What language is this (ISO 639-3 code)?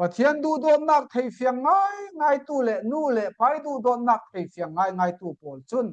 cfm